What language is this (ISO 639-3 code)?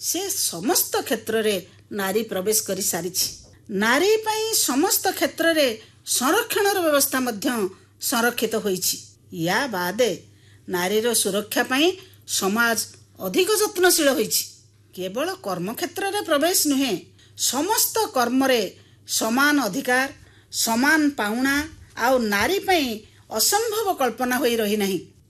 ori